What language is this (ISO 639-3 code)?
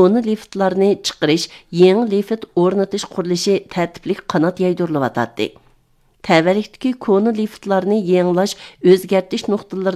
uig